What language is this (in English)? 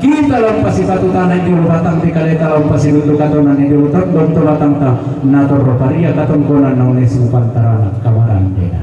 Toraja-Sa'dan